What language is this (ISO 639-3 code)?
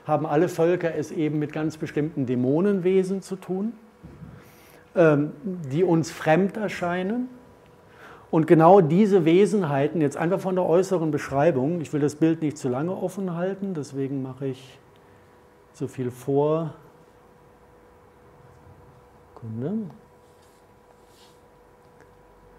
deu